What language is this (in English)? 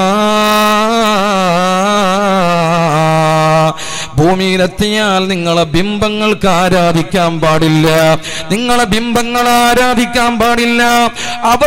Malayalam